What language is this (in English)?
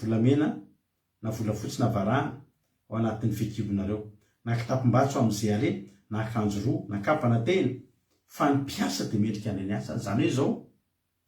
Malagasy